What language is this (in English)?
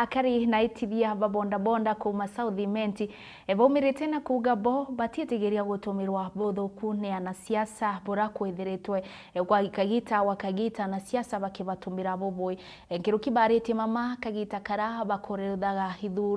Meru